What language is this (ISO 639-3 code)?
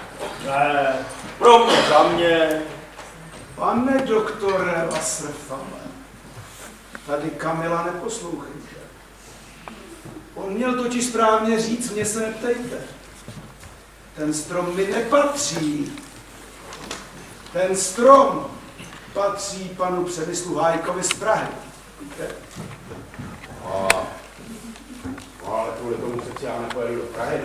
ces